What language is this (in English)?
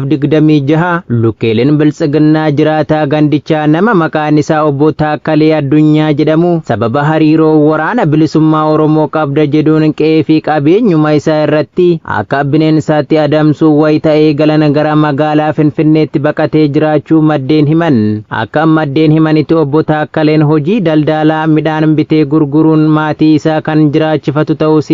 Oromo